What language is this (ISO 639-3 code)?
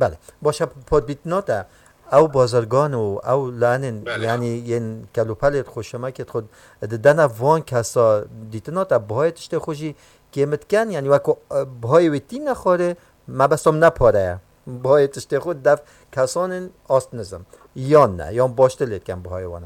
kur